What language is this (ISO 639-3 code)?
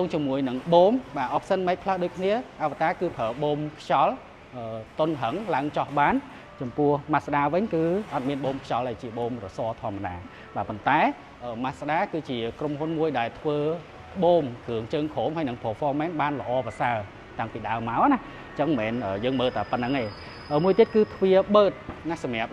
khm